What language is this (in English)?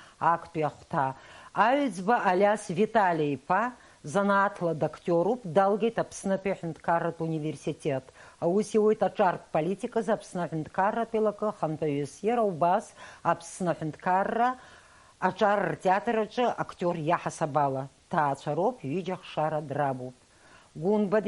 Abkhazian